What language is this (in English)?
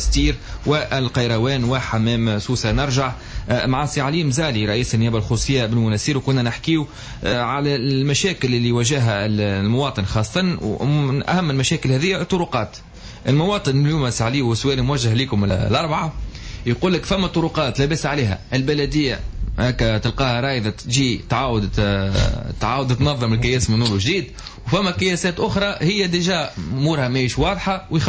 Tunisian Arabic